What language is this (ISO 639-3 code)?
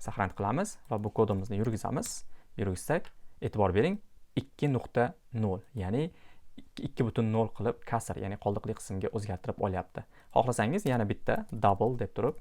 uzb